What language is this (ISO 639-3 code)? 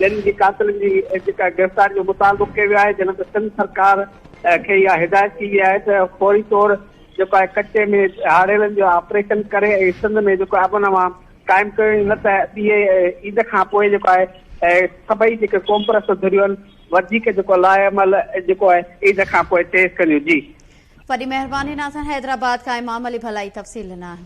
snd